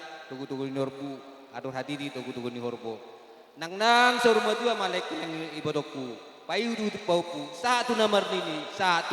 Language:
Batak Toba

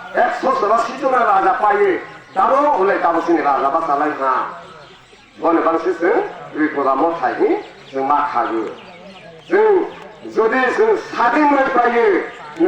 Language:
Kok Borok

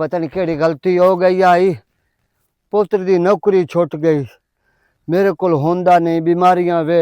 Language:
Western Panjabi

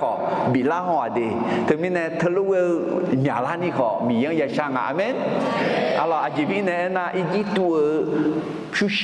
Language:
Akha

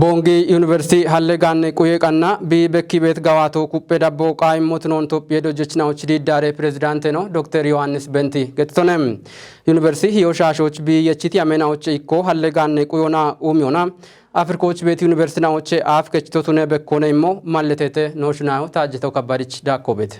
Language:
Kafa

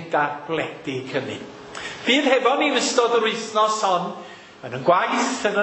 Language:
Welsh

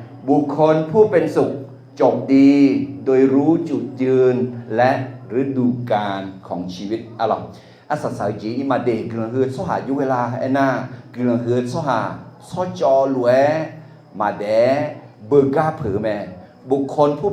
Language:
Akha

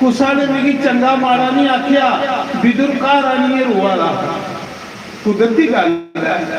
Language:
Dogri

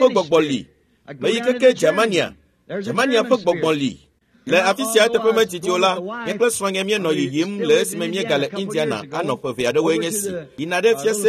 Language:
Ewe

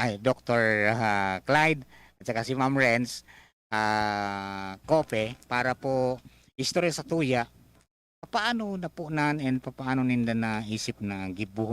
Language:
Bikol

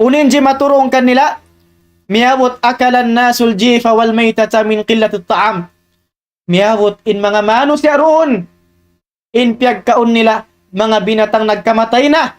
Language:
Tausug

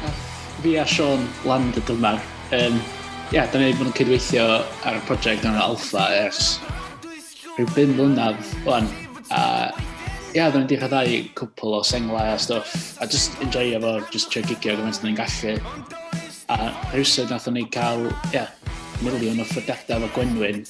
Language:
Welsh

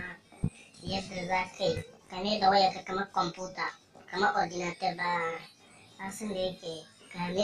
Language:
Hausa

